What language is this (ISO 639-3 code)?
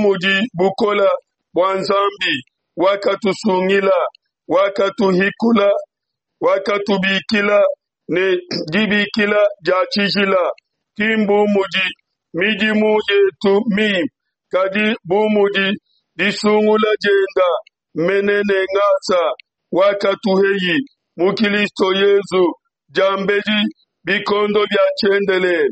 lua